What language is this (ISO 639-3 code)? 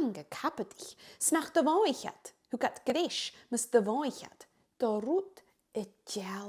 gla